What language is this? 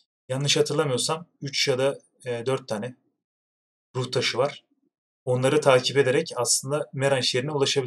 Turkish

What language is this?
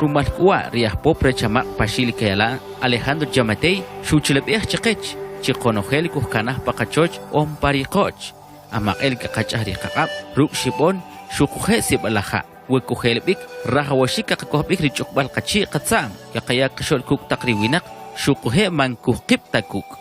Kʼicheʼ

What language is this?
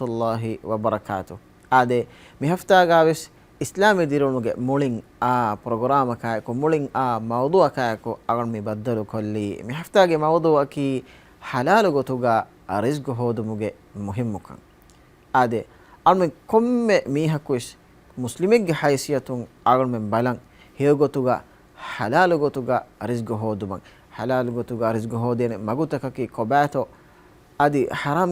Divehi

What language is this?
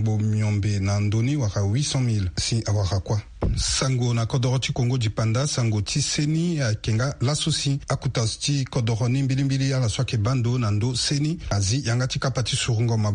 Sango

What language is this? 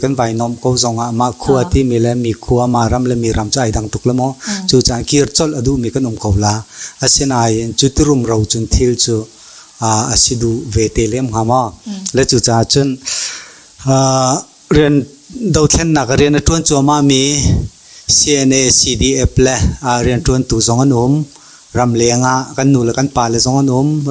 Hakha Chin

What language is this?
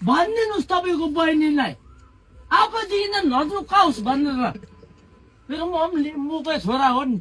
Nepali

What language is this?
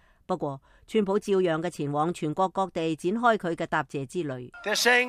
Cantonese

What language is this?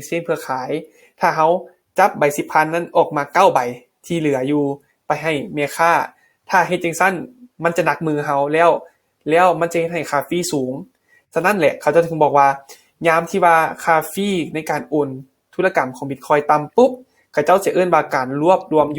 Lao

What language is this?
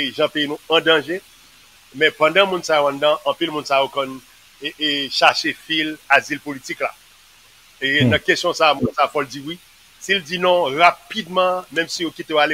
Haitian Creole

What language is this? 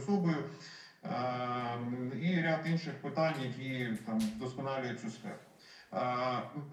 Ukrainian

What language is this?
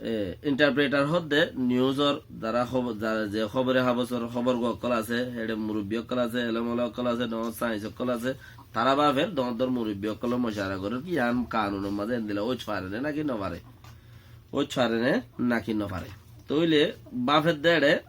Rohingya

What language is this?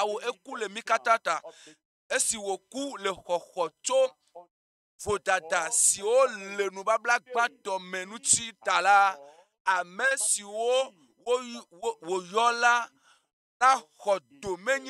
Ewe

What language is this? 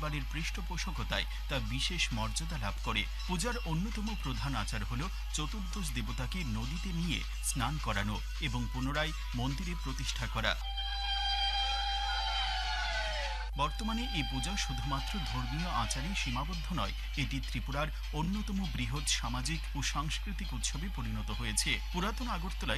Bangla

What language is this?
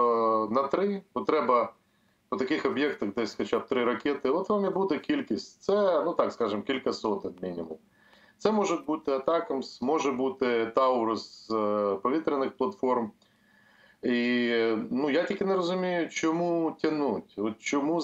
Ukrainian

